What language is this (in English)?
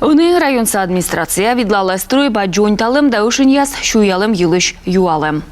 Komi